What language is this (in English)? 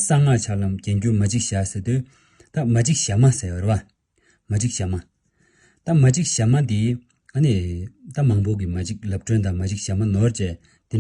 Tibetan